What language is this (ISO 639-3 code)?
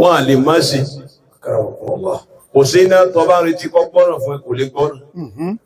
yor